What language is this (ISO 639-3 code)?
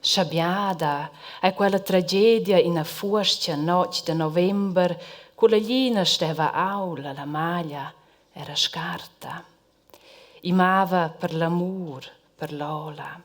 roh